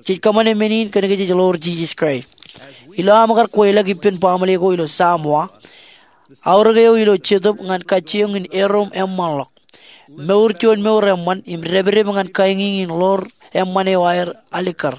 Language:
Marshallese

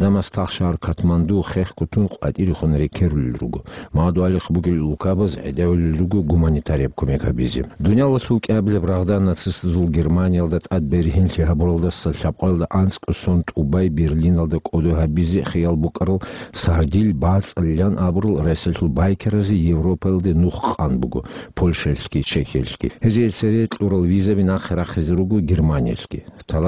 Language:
Avaric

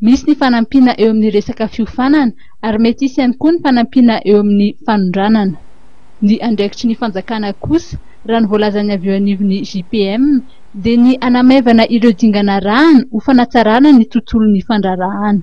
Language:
Malagasy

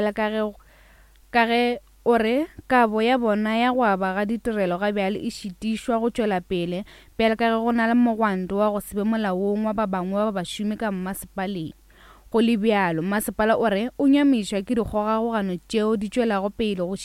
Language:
Northern Sotho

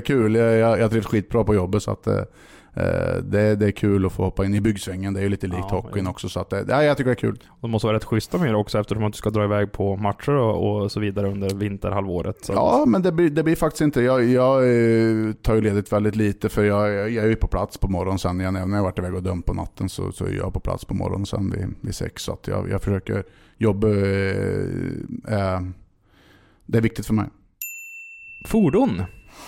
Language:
Swedish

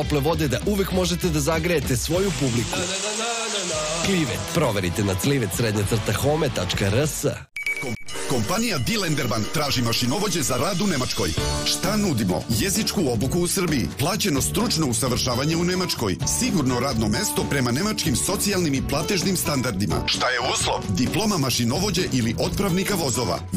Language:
Serbian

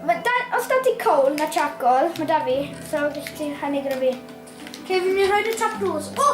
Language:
Welsh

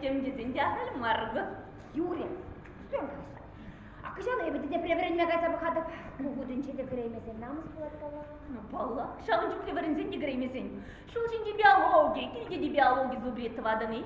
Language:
Chuvash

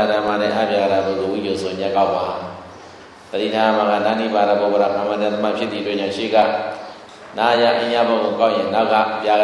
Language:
Burmese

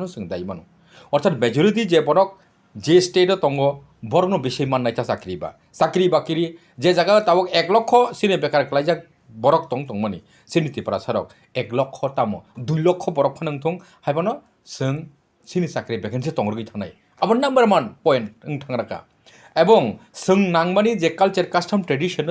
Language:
Kok Borok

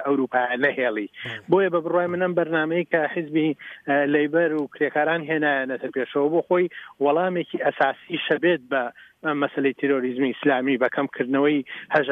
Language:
Central Kurdish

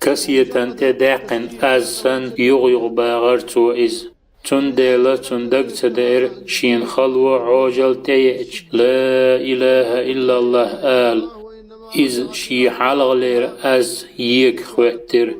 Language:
Chechen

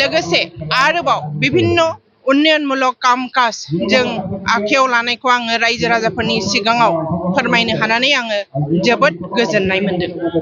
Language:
Bodo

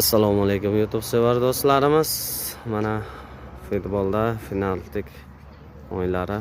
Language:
Uzbek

